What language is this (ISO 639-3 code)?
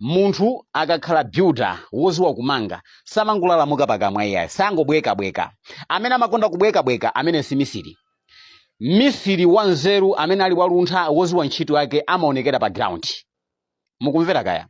nya